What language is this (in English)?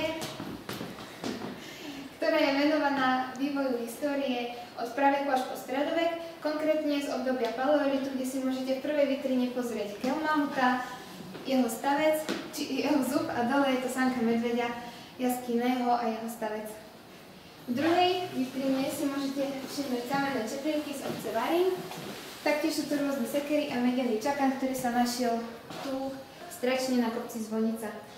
Slovak